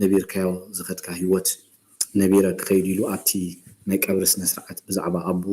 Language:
Tigrinya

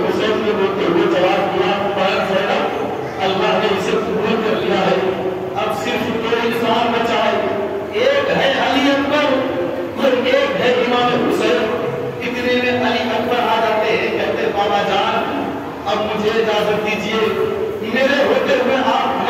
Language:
Urdu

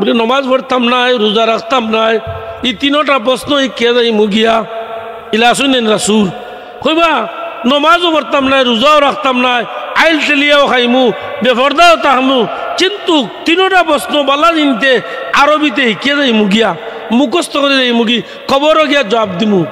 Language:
Sylheti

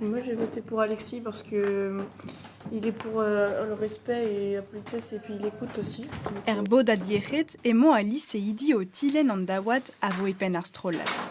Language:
Breton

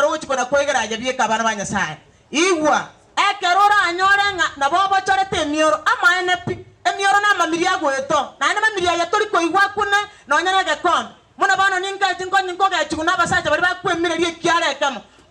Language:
Gusii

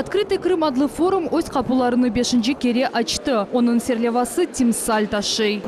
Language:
Crimean Tatar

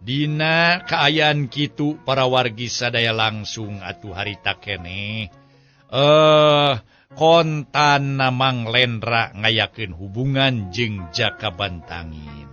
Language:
Sundanese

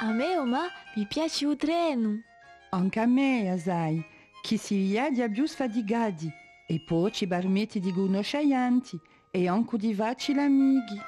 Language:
Corsican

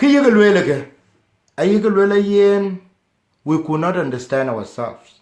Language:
Dinka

